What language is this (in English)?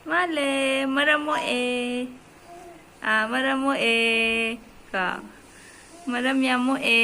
Manipuri